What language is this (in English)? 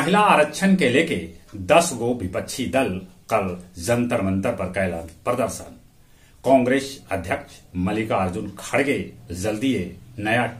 Magahi